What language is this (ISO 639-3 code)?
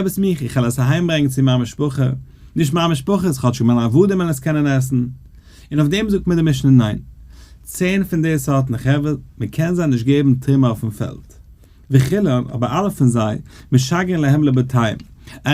yid